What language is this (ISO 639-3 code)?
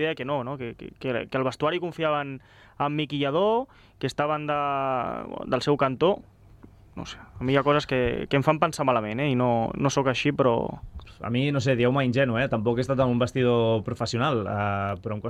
cat